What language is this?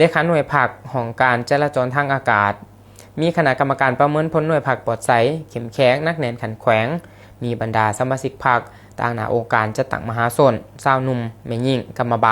Lao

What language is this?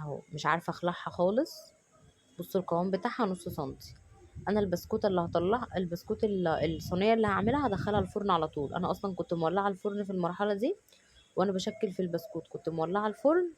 Egyptian Arabic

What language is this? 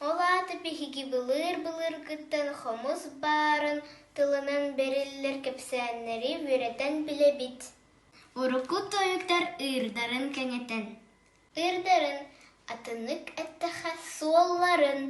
Yakut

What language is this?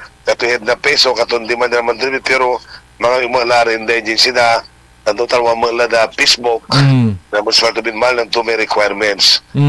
Pangasinan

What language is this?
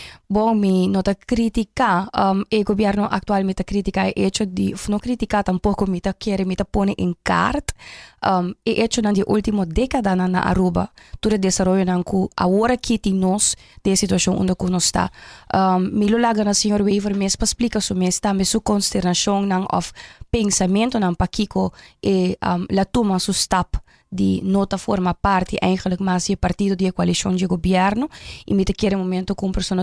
Papiamento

